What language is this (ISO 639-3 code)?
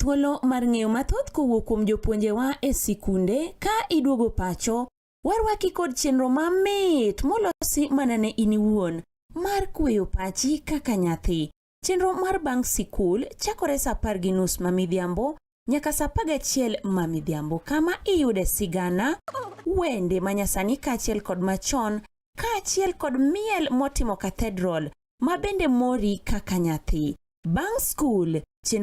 luo